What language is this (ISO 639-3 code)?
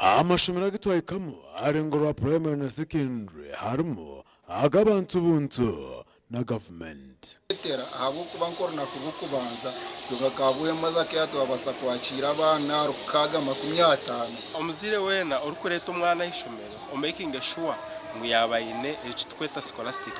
nyn